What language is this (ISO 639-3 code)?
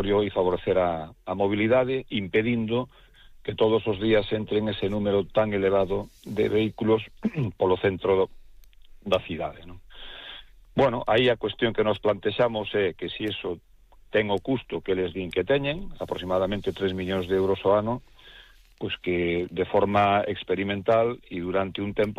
glg